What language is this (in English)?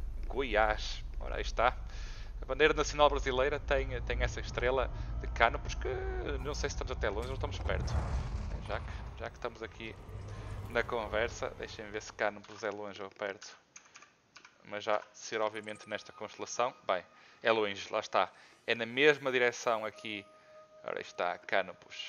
Portuguese